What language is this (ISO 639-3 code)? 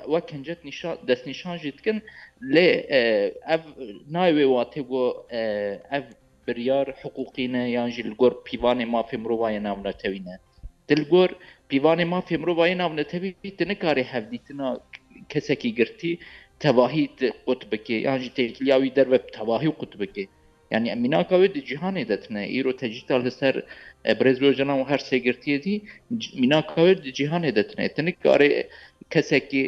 kur